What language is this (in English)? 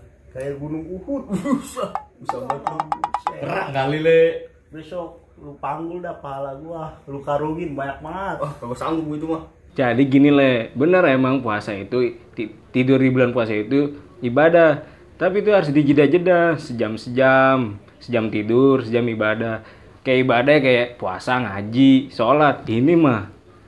Betawi